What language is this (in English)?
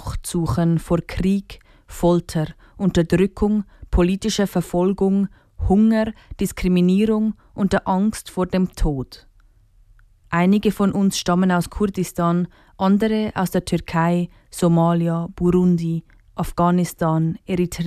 German